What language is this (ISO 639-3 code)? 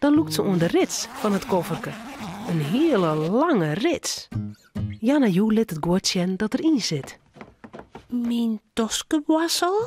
fry